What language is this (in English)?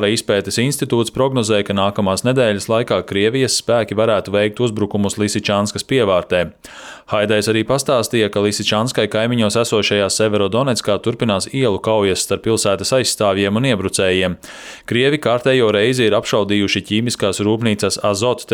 Latvian